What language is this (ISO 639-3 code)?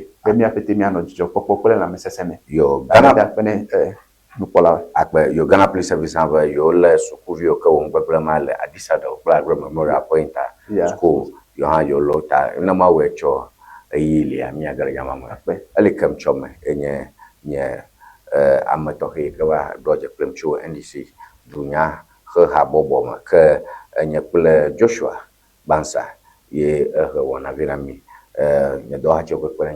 ewe